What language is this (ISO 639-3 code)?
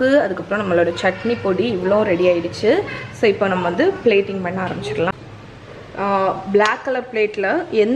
tam